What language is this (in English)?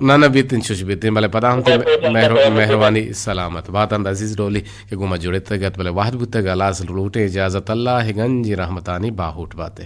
Eastern Balochi